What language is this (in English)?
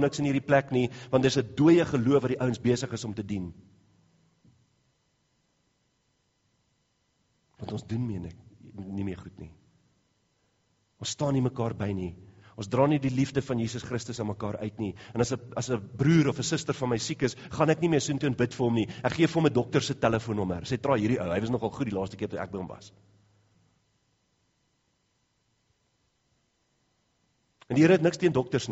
Afrikaans